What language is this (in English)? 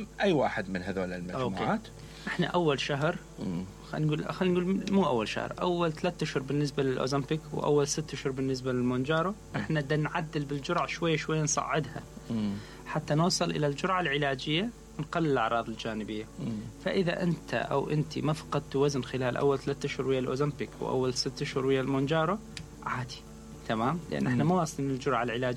Mesopotamian Arabic